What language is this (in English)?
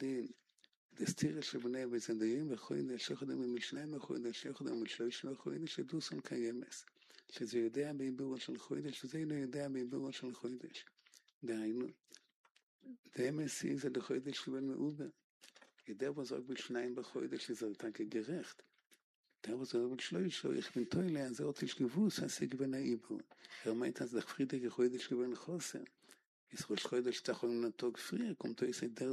Hebrew